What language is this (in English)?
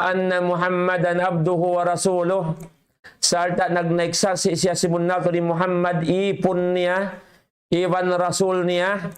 Tausug